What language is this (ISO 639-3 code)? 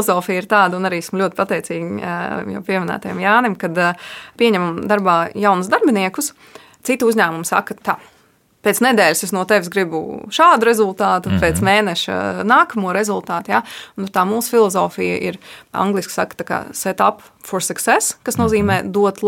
lav